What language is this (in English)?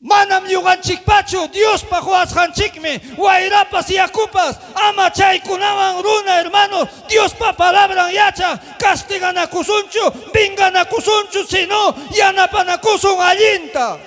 Ayacucho Quechua